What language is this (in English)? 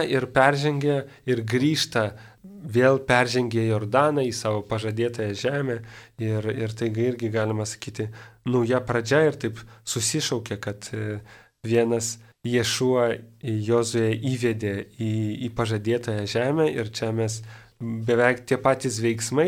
Lithuanian